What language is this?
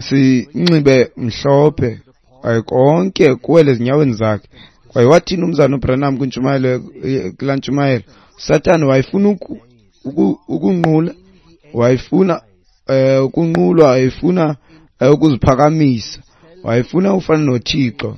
Xhosa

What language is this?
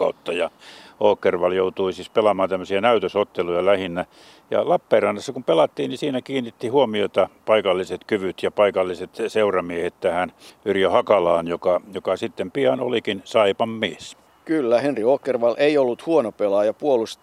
Finnish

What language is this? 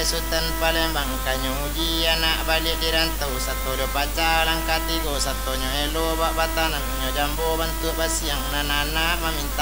Minangkabau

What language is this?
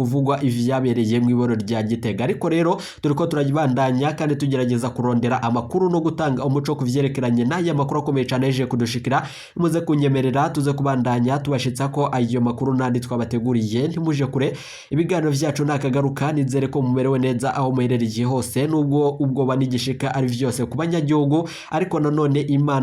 Rundi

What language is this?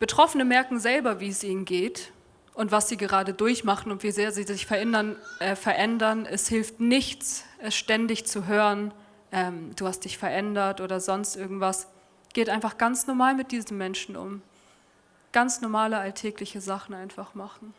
Swiss German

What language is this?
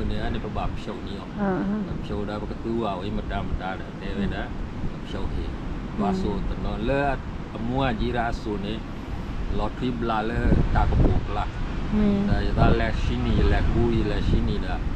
S'gaw Karen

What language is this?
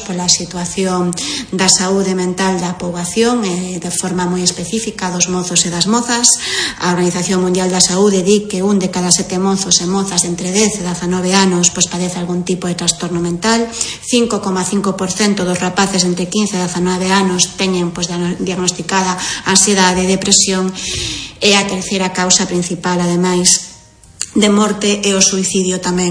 Galician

